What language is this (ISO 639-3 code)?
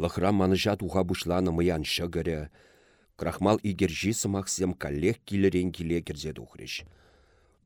chv